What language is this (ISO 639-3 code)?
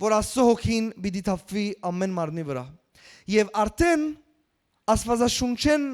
hyw